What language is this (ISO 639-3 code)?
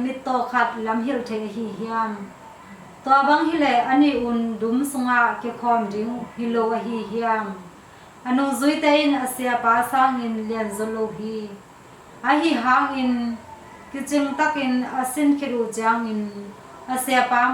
ctd